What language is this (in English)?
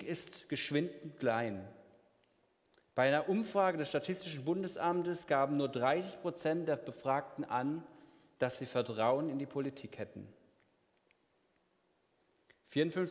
German